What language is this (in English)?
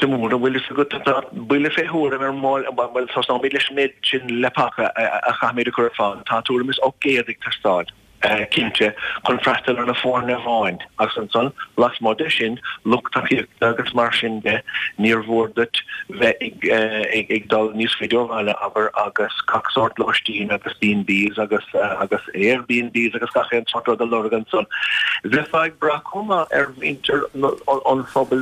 Irish